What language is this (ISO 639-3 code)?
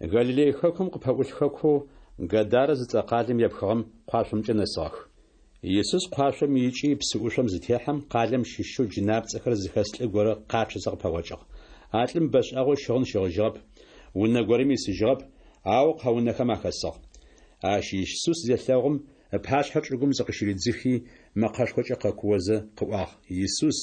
ady